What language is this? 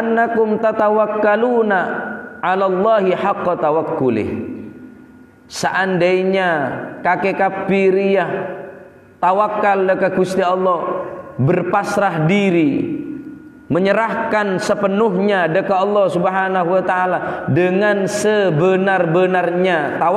Madurese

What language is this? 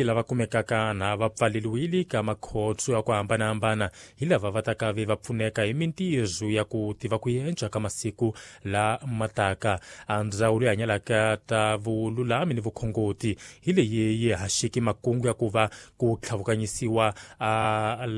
Tsonga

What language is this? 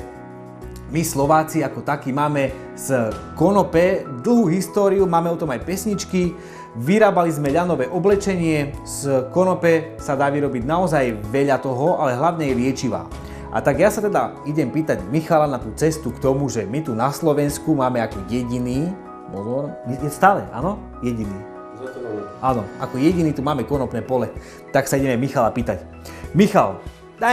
Slovak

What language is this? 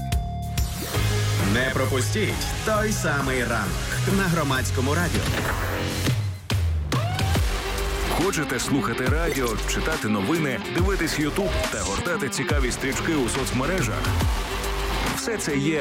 Ukrainian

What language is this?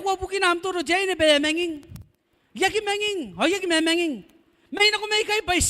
Gilbertese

